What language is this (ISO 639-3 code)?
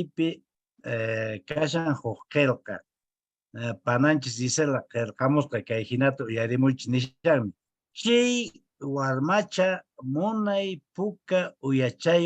que